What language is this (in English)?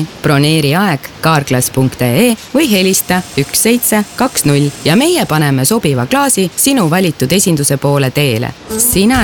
Estonian